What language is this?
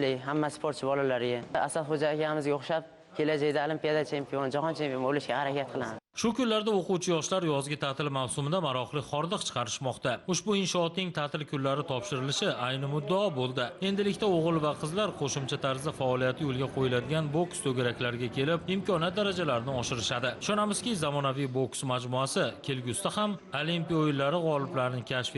Uzbek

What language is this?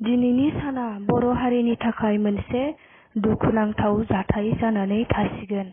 Bodo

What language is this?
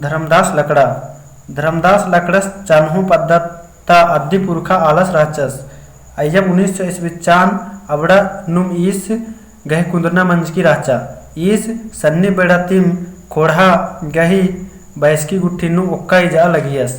Kurukh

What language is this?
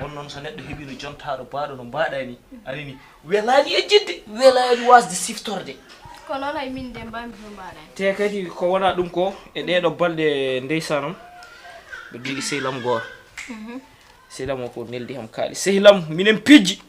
Fula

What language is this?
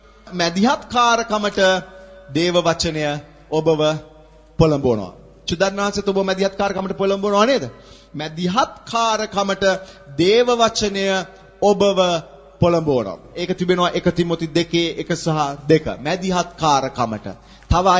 Sinhala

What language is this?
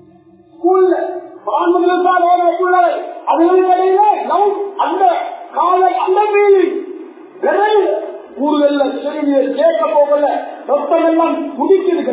Tamil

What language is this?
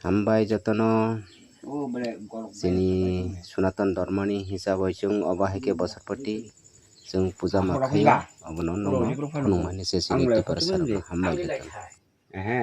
Kok Borok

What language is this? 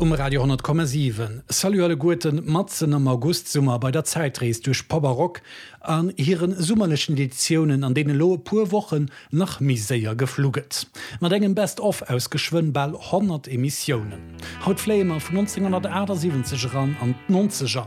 Luxembourgish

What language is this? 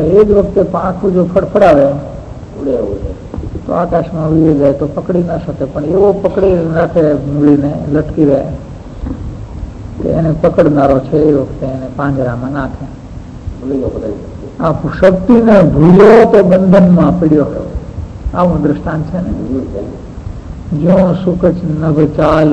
Gujarati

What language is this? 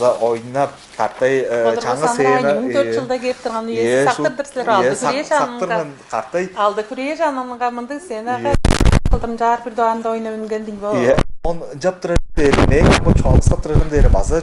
Tuvinian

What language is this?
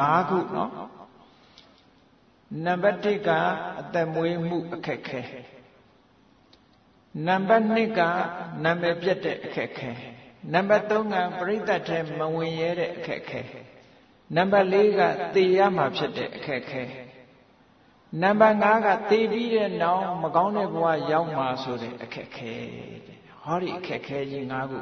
Burmese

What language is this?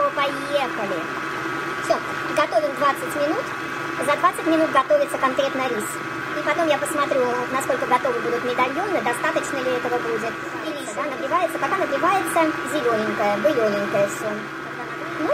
Russian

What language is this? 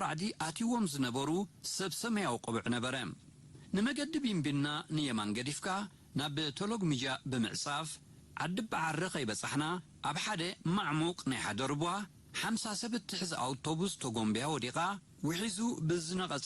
Tigrinya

